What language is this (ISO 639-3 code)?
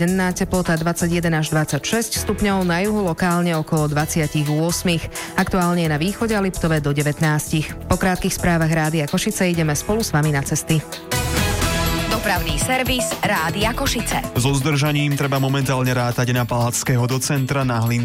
slk